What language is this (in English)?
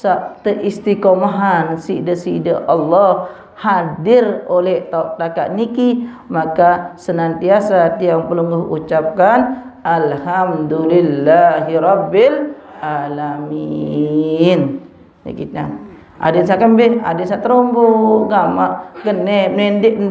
Sasak